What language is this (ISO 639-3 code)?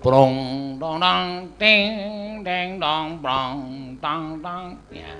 jav